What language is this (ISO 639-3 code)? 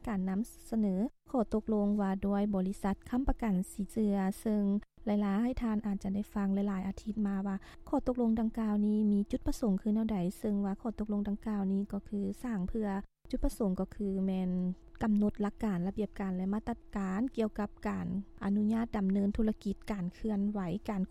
lao